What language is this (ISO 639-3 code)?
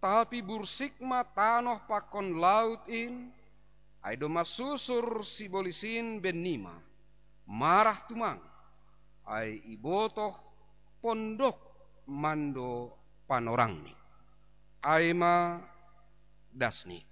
bts